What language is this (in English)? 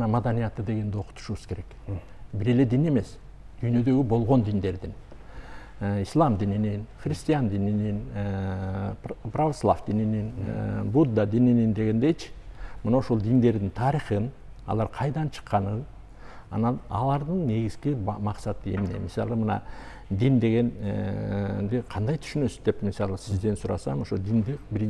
Kyrgyz